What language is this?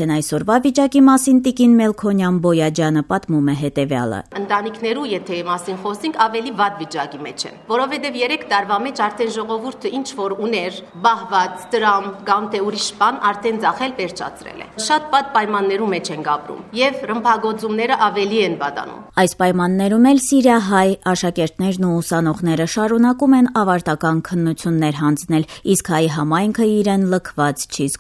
Armenian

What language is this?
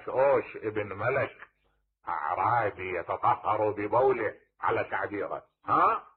Mesopotamian Arabic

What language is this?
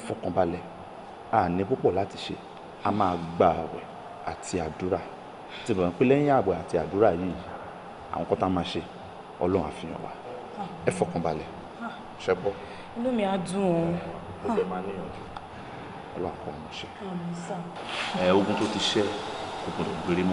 Yoruba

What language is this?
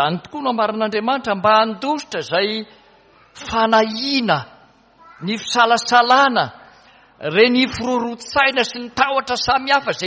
Malagasy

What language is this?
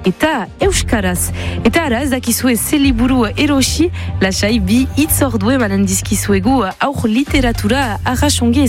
Basque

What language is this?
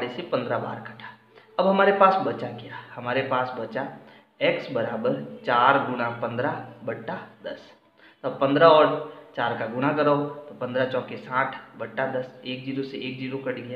Hindi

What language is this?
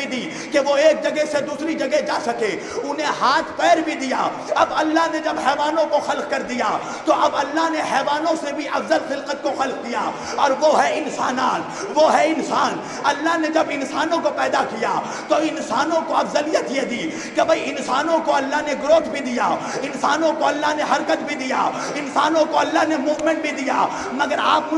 Urdu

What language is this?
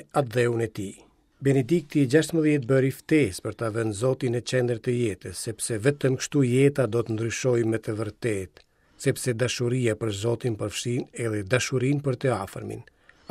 Albanian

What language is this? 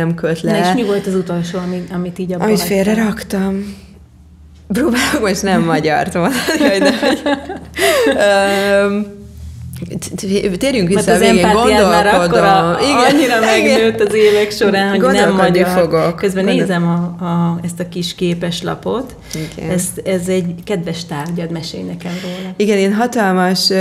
Hungarian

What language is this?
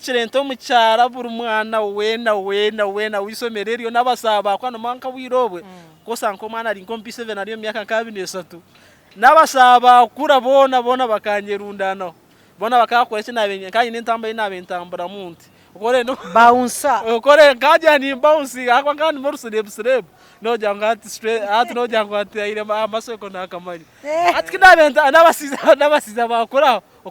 Nyankole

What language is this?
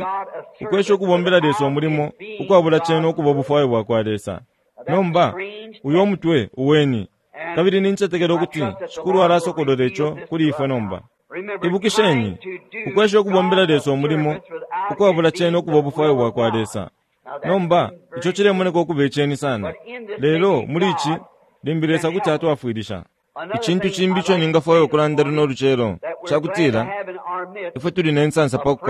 Bemba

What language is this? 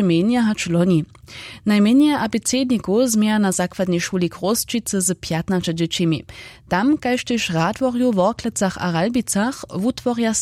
Upper Sorbian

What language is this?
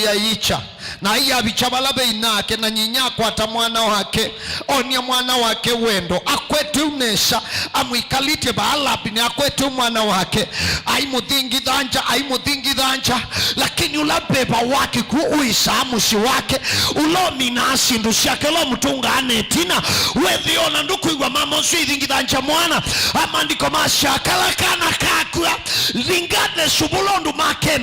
Kamba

